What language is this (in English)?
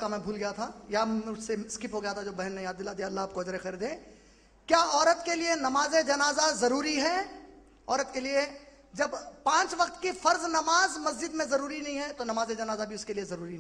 Urdu